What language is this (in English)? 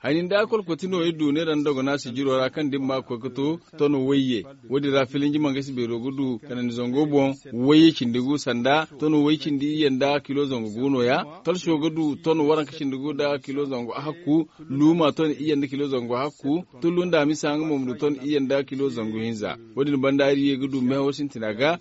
Zarma